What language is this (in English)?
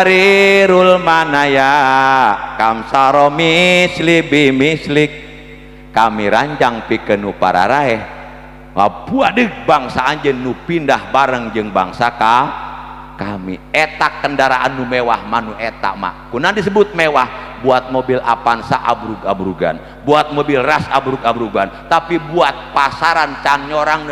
Sundanese